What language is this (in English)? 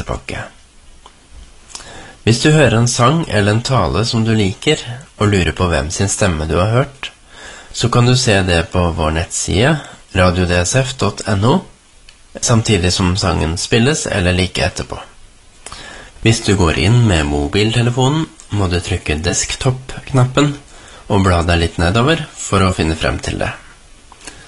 Norwegian